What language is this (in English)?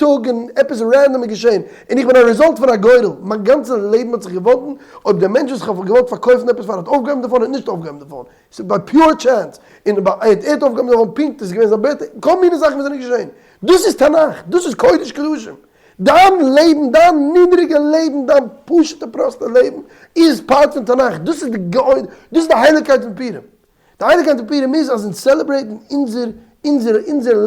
Yiddish